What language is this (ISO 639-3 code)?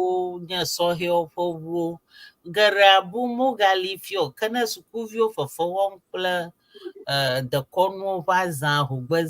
ewe